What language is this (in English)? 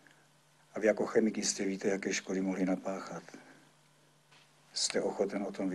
Czech